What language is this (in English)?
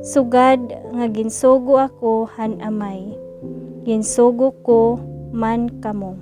Waray